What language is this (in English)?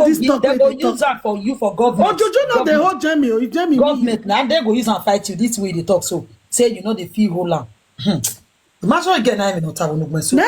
Nigerian Pidgin